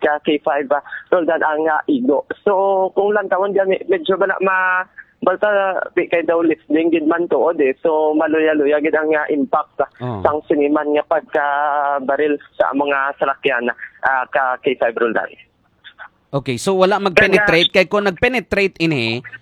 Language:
Hiligaynon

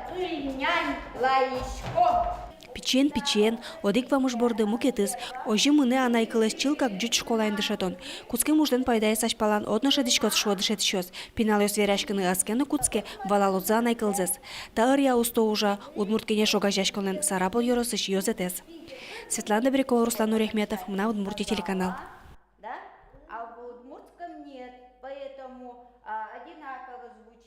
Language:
Udmurt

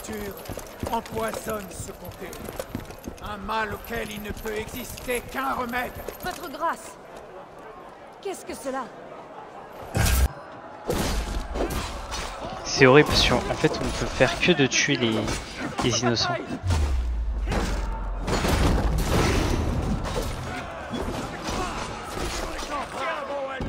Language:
French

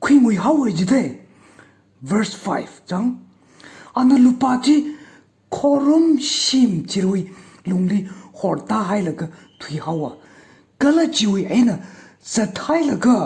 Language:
Tangkhul Naga (India)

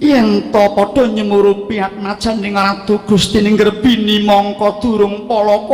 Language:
Javanese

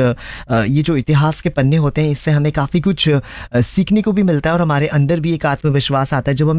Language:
Hindi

